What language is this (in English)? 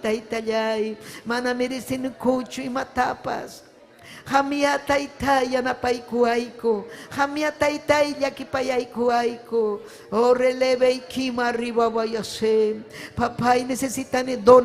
Ayacucho Quechua